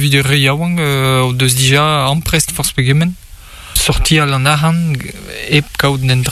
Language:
Breton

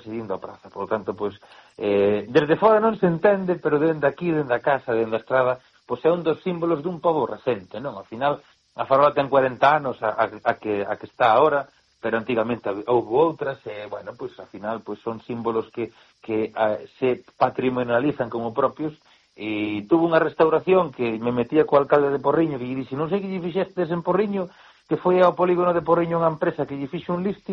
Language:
Galician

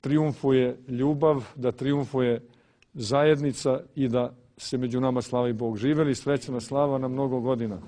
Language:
Serbian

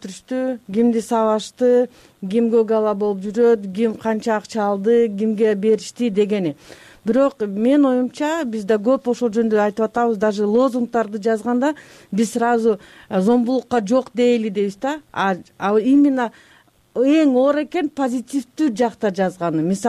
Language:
Kyrgyz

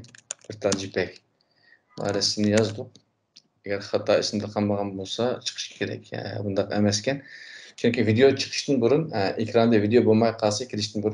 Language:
Uyghur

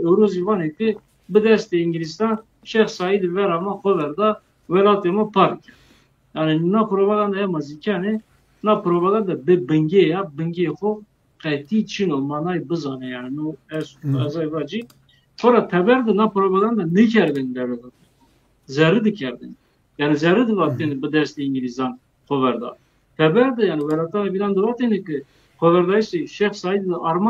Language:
Zaza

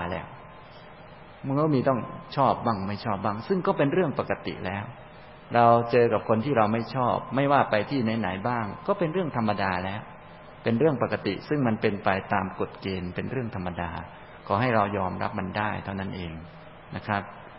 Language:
Thai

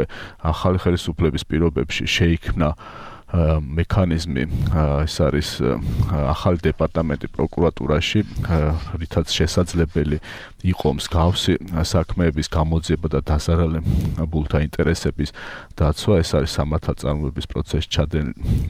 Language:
Georgian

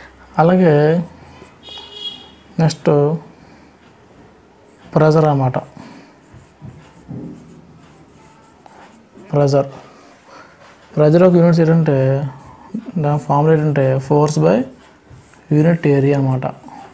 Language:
Telugu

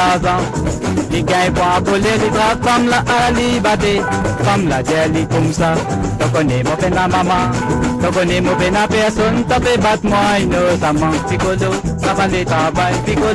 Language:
Morisyen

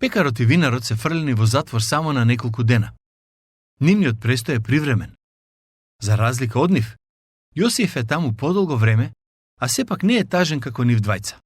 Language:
Macedonian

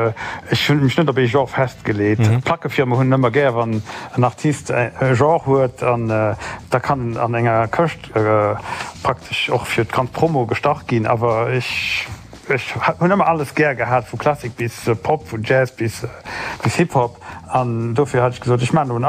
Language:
Luxembourgish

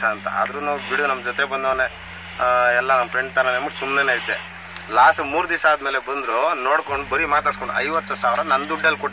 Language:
Kannada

